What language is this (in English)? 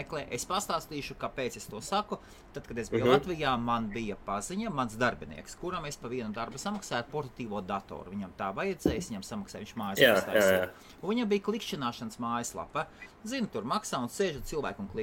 Latvian